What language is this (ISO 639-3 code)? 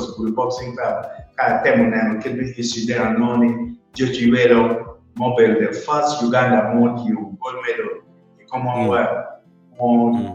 ach